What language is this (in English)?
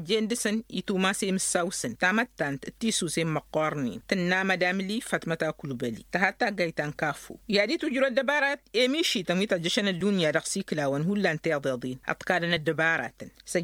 Tamasheq